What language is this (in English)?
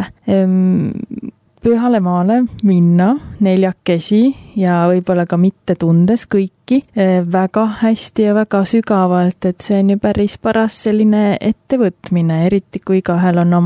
Estonian